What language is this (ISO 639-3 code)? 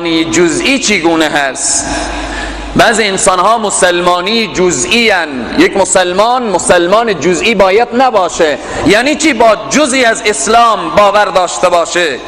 fas